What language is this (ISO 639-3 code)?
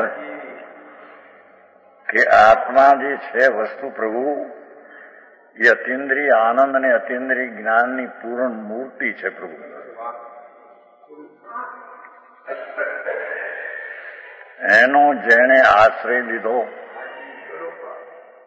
guj